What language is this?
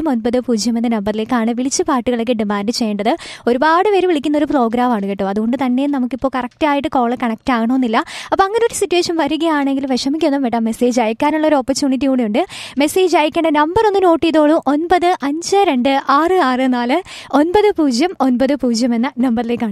Malayalam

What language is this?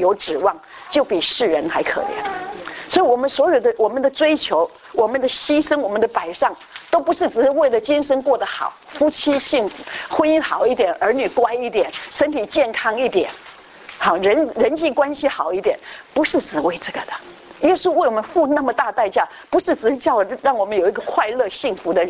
Chinese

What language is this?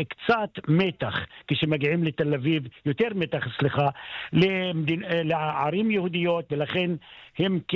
Hebrew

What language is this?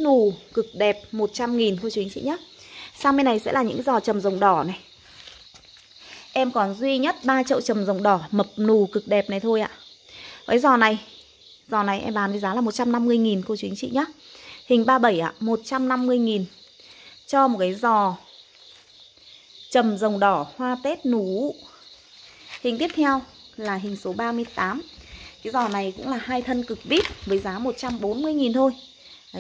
Vietnamese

